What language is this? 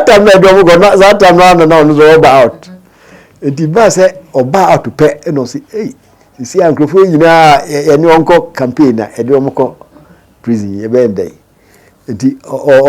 Akan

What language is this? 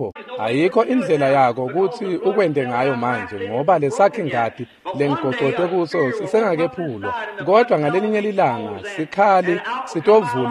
Swati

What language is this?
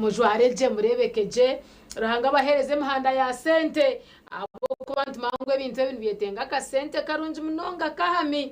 Nyankole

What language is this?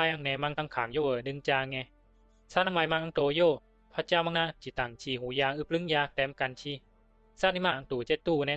Bisu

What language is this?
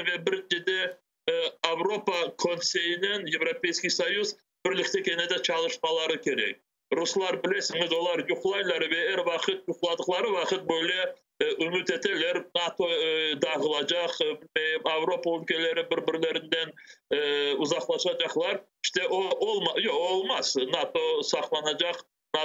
Crimean Tatar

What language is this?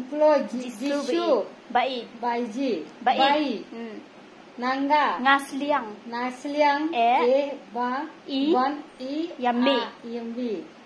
Khasi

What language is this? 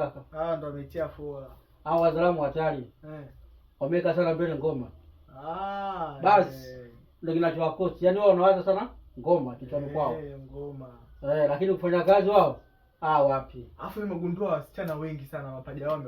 Swahili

